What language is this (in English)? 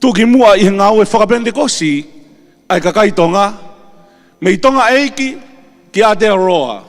Tongan